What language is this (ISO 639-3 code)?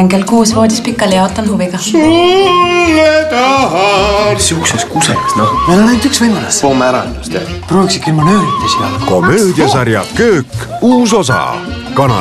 est